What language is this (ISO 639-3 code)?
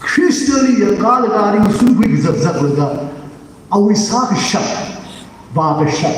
nmf